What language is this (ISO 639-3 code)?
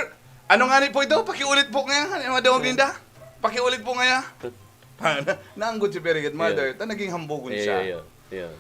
bik